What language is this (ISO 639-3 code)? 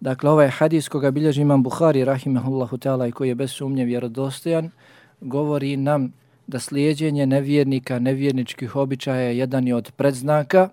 bos